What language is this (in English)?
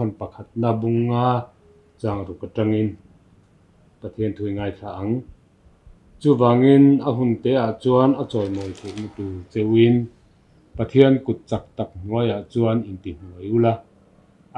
Mizo